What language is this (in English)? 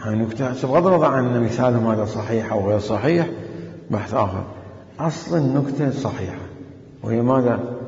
Mesopotamian Arabic